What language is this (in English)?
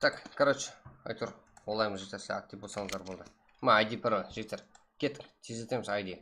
Kara-Kalpak